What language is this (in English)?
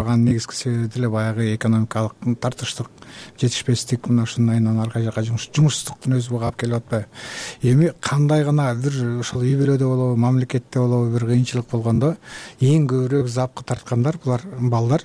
Kyrgyz